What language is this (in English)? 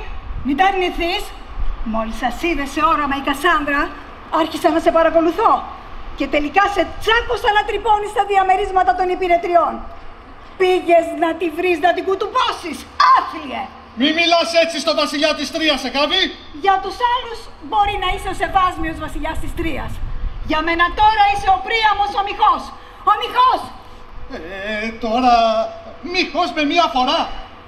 Greek